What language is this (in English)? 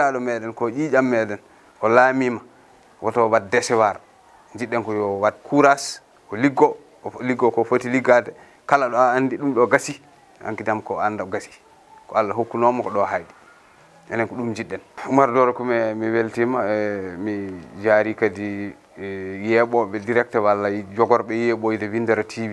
Fula